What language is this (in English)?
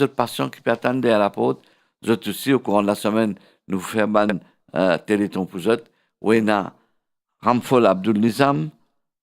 Morisyen